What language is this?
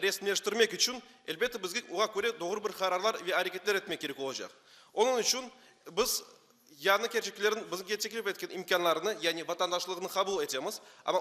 Crimean Tatar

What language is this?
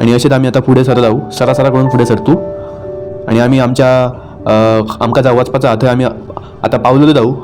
Konkani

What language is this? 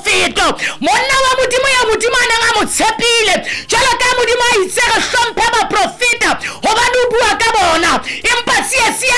Southern Sotho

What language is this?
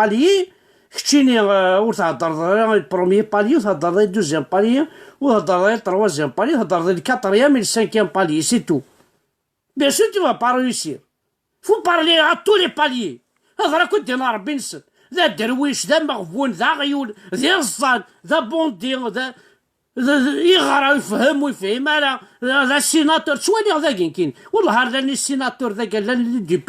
Kabyle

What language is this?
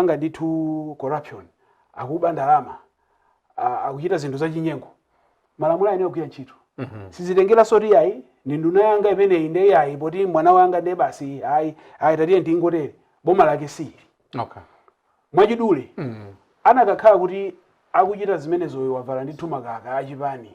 Nyanja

